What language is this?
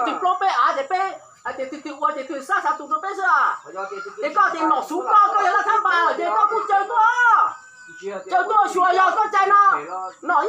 Hmong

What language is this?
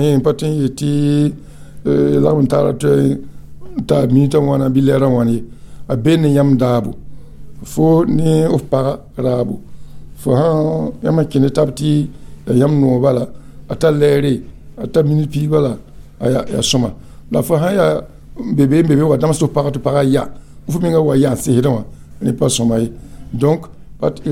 Mossi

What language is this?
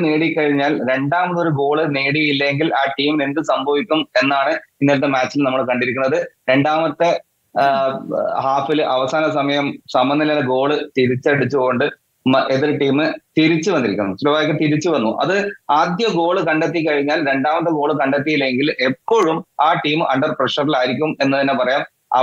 Malayalam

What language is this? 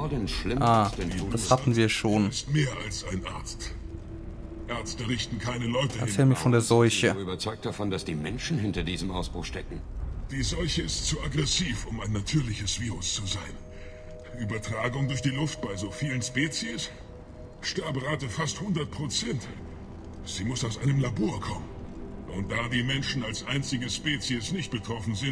German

